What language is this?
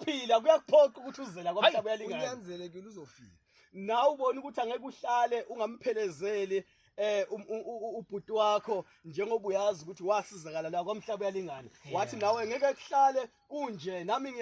Zulu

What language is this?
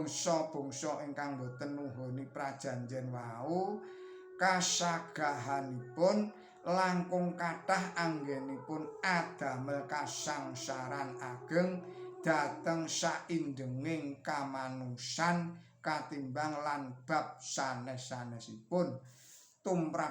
Javanese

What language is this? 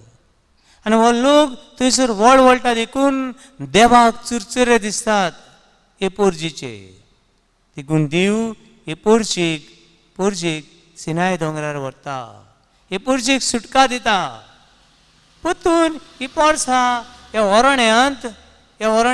Konkani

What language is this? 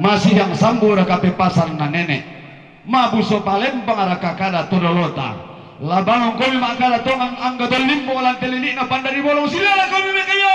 Toraja-Sa'dan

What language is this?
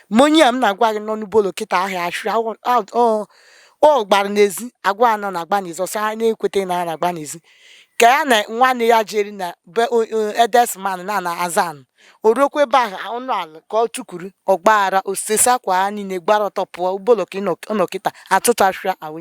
Igbo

